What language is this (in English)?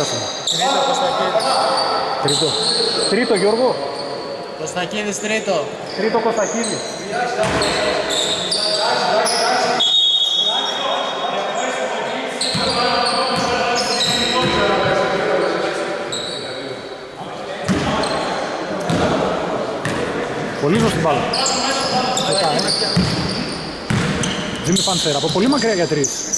Greek